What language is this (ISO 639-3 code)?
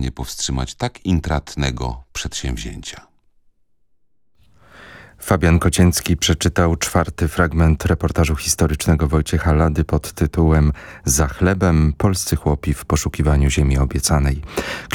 pol